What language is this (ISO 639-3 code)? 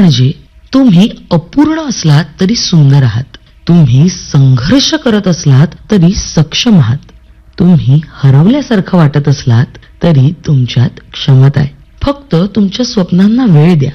mar